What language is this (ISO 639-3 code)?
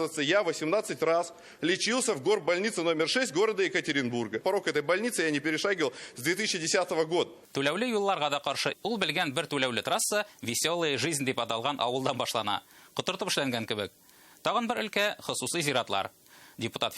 tat